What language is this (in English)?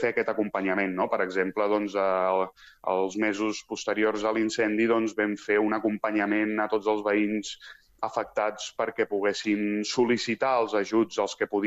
Catalan